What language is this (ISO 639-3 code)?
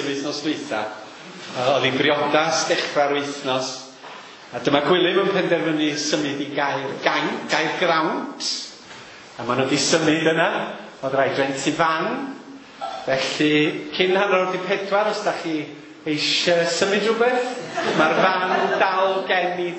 cym